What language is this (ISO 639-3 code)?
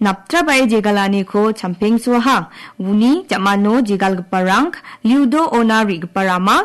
grt